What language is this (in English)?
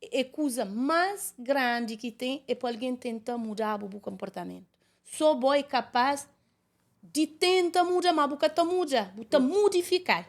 Kabuverdianu